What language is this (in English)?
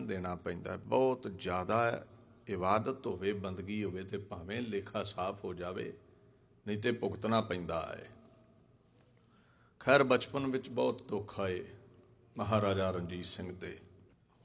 Punjabi